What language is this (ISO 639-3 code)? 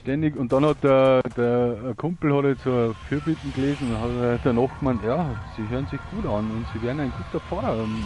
bar